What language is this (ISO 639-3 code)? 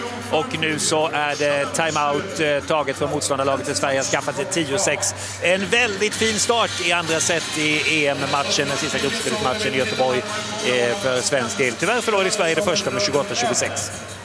swe